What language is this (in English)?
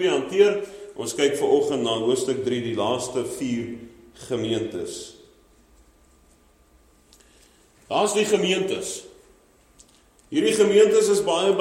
Afrikaans